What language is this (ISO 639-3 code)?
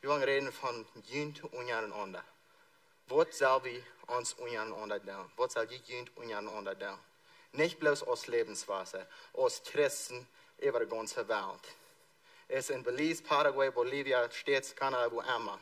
pdt